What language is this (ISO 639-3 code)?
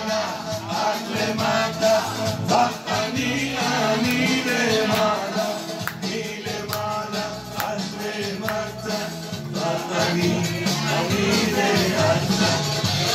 heb